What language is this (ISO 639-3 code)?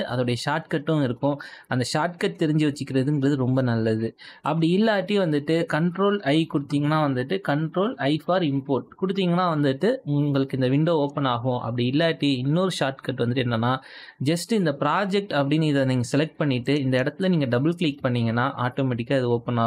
tam